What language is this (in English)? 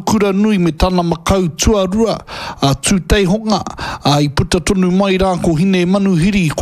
Māori